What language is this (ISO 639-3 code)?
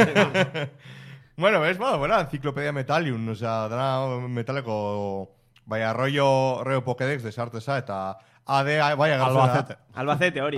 eus